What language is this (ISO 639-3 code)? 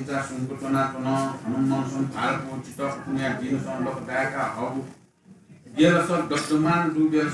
new